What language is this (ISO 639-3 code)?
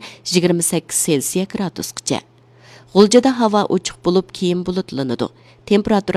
uig